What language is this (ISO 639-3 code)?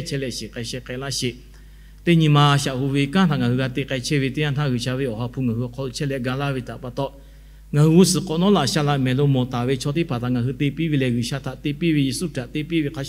lhu